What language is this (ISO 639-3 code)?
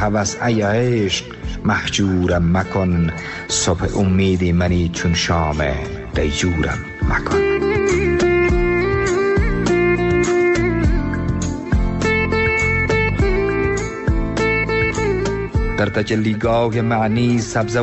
fas